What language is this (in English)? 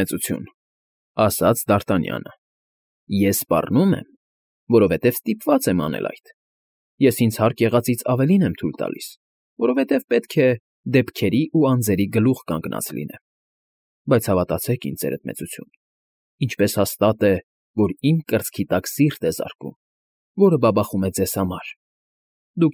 Armenian